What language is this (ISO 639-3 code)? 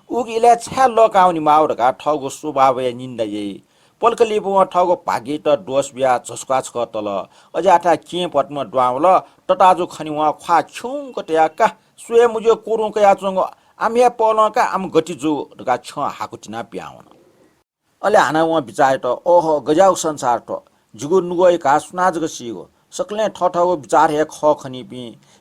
new